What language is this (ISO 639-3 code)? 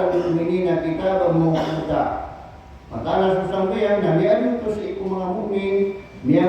mrw